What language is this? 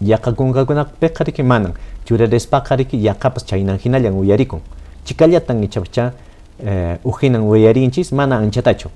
Quechua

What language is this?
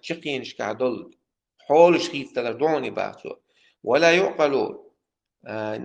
Chechen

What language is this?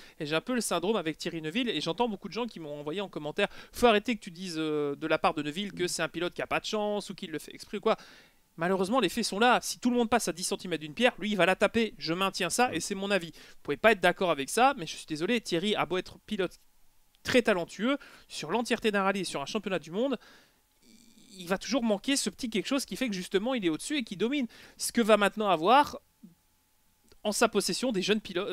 French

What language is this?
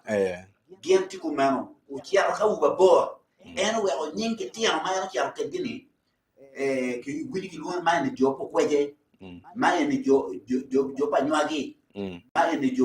Acoli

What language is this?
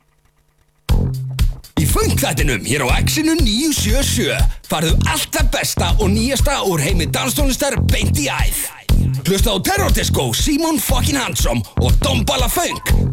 Icelandic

